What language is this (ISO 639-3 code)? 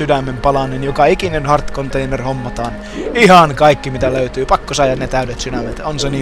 fin